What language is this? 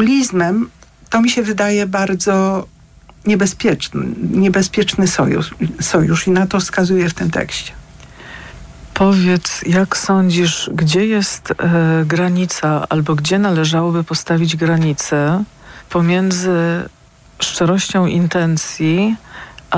Polish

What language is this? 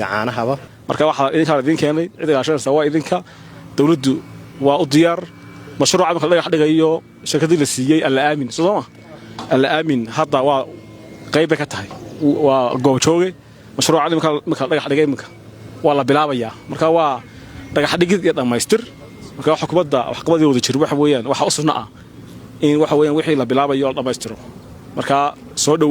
Somali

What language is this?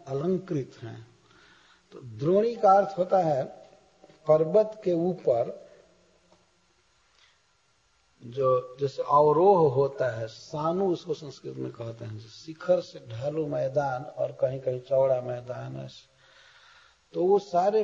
Hindi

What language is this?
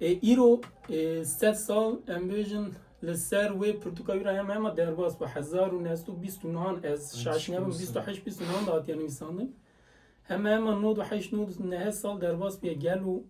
Kurdish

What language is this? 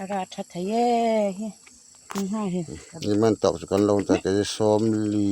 Hmar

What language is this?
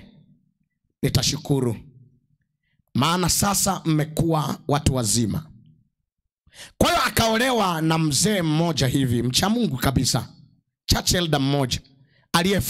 Swahili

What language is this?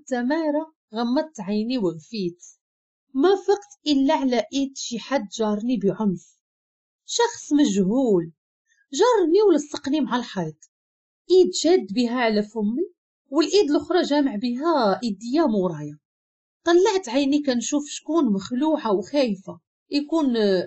Moroccan Arabic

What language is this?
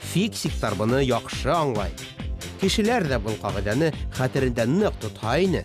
Bashkir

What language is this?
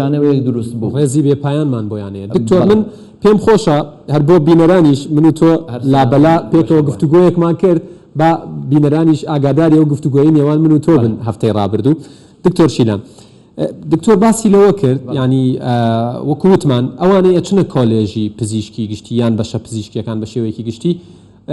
Central Kurdish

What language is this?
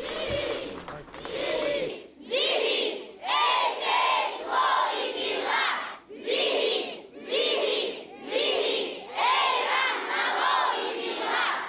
Tajik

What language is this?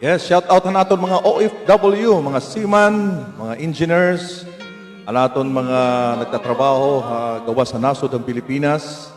Waray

